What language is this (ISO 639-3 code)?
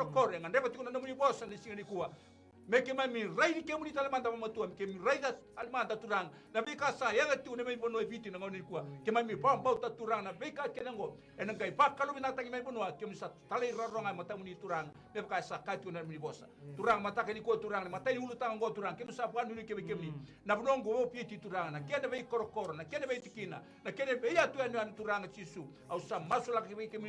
fij